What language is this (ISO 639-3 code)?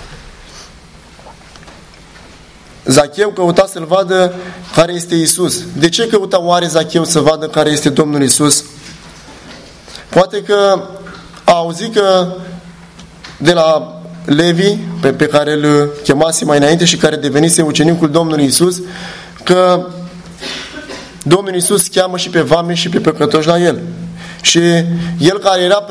ron